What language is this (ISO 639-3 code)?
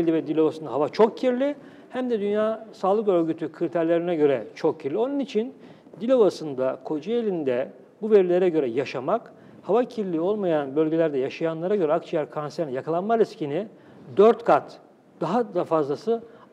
tur